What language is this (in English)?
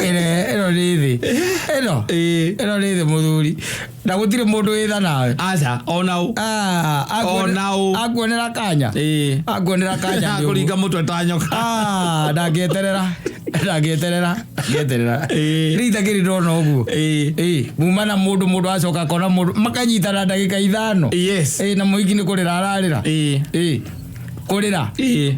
Kikuyu